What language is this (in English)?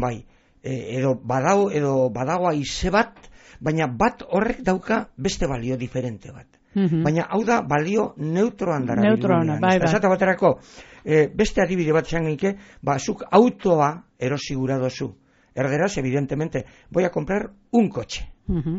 Basque